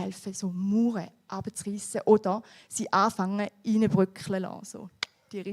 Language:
Swiss German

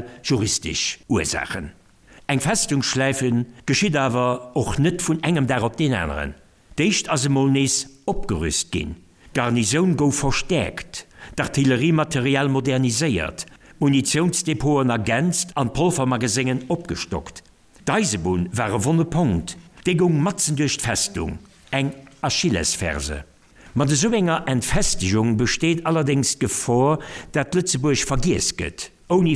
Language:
Luxembourgish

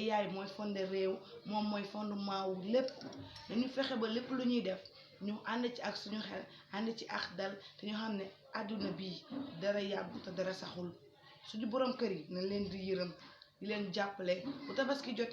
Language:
Wolof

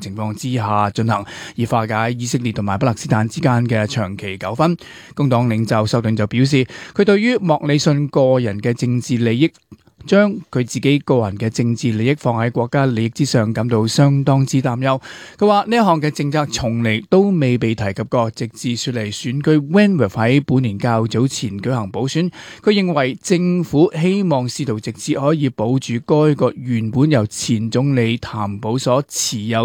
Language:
Cantonese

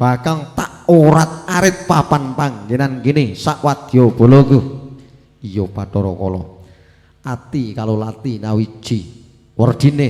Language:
Javanese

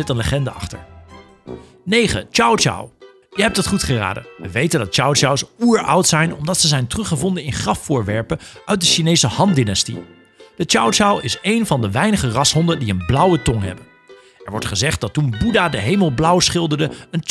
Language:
Dutch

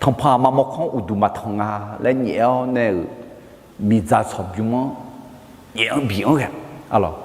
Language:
Akha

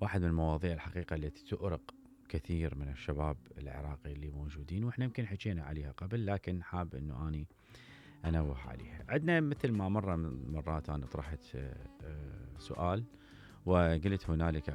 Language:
Mesopotamian Arabic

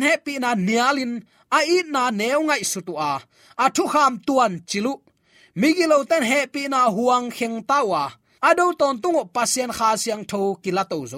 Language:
Tedim Chin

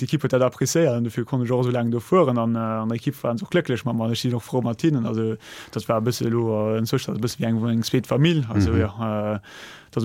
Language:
Luxembourgish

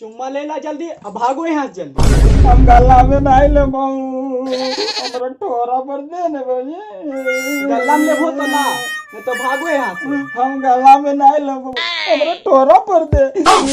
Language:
Magahi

